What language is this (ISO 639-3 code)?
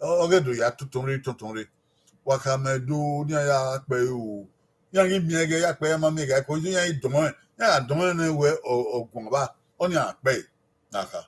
bin